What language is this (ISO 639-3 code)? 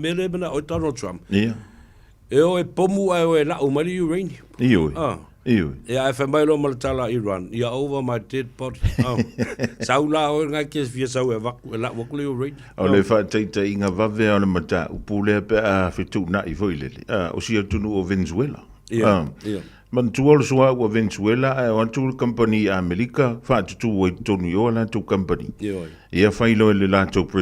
smo